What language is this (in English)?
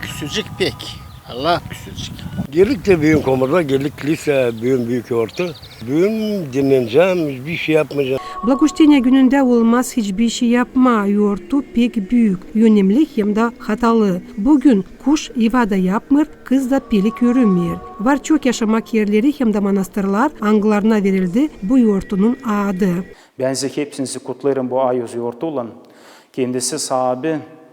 Gagauz